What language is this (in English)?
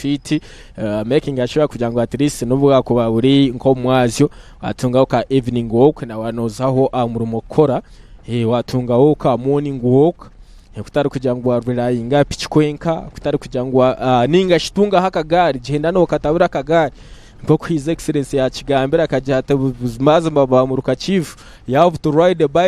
Nyankole